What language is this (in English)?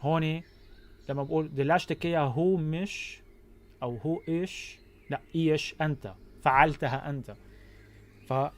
North Levantine Arabic